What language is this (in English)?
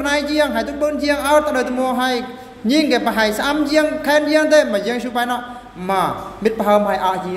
Eastern Bru